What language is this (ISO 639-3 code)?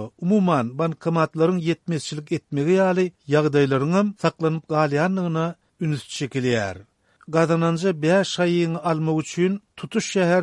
tuk